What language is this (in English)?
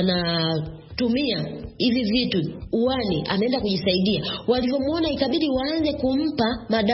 Swahili